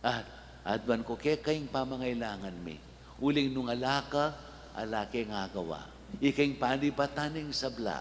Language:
Pampanga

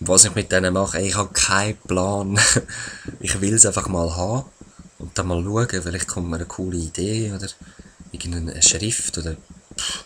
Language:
Swiss German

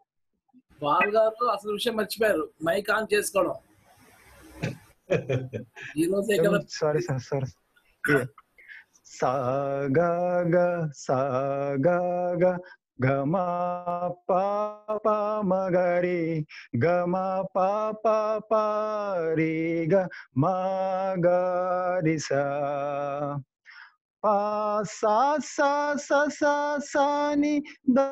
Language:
Telugu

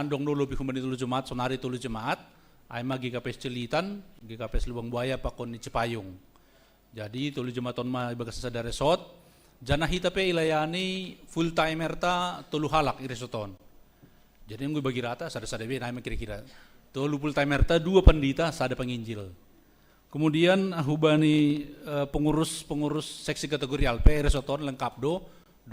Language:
Batak Simalungun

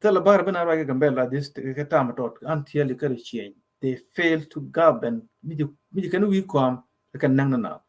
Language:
Nuer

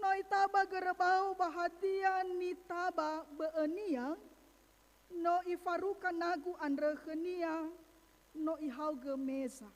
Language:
Nias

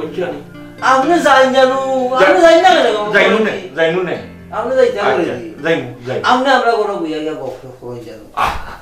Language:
Sylheti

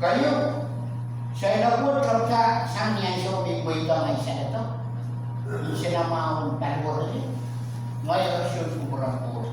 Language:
Pohnpeian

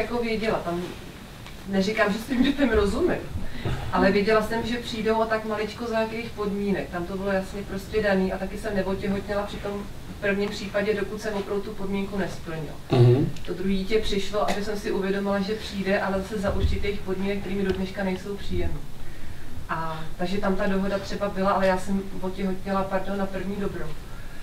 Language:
Czech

